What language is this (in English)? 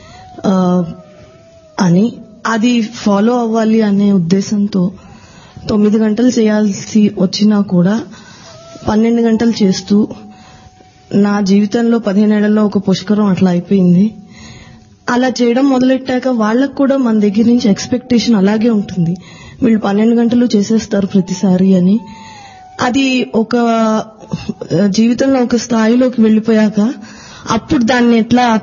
Telugu